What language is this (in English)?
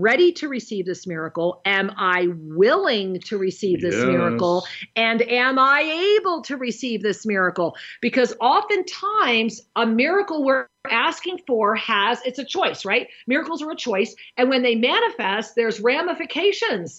English